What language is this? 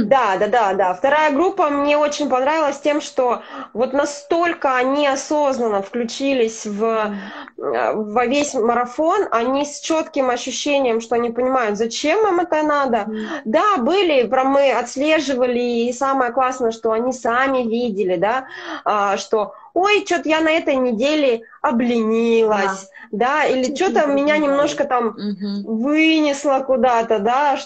Russian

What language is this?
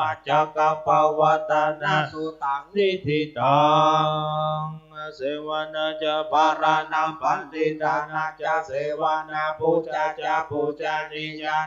Pali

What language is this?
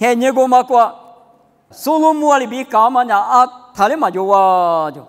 Lisu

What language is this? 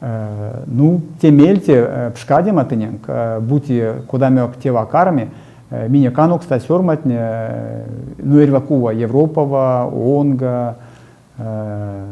Erzya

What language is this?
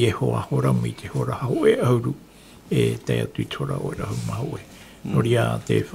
Tahitian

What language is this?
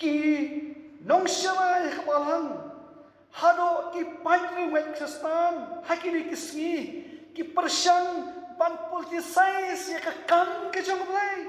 Khasi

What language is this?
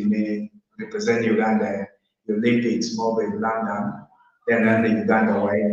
Acoli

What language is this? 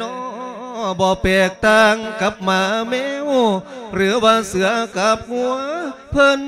Lao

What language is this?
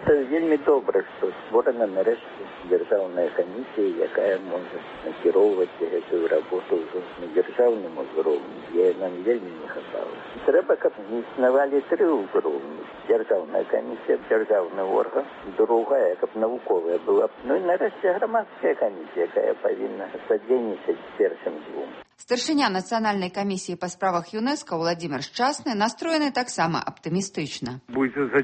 Belarusian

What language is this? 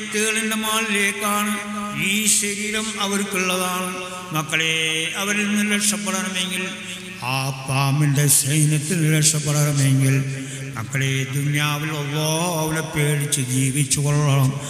Malayalam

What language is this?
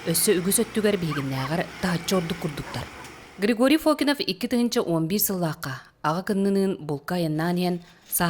Yakut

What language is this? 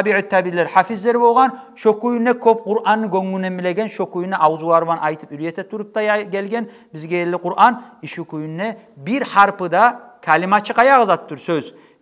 Kumyk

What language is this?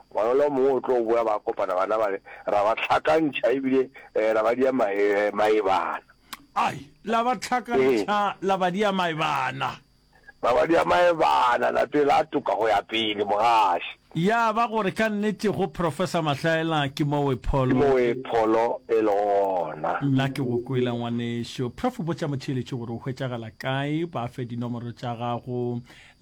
Northern Sotho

